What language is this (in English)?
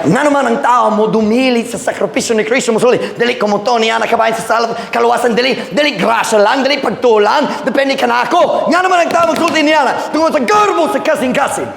Cebuano